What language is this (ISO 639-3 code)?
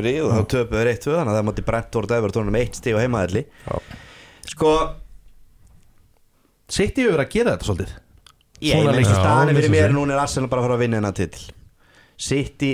isl